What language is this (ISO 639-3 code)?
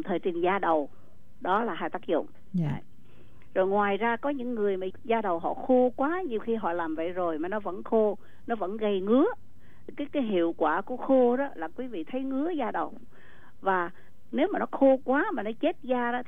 vie